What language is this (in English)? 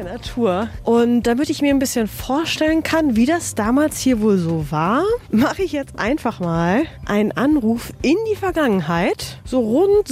German